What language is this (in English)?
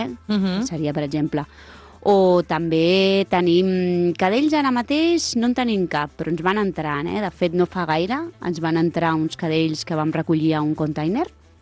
Catalan